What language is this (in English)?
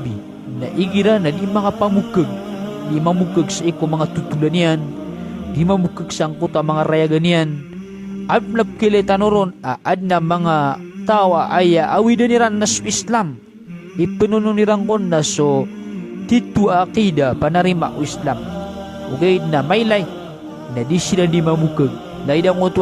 Maranao